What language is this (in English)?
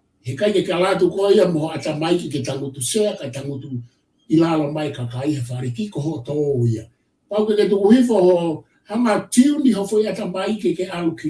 Tongan